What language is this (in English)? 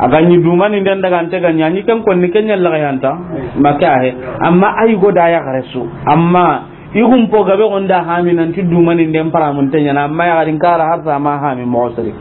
Soninke